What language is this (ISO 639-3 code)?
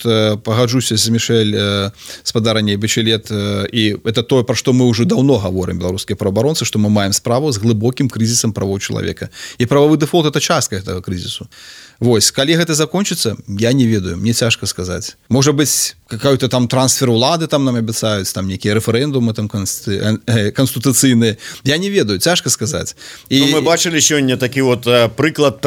bel